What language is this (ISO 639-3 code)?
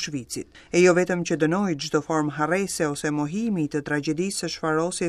sqi